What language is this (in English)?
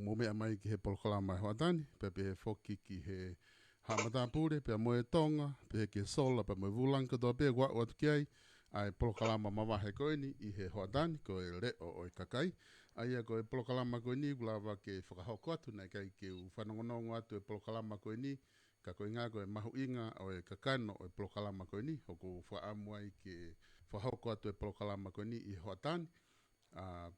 Tongan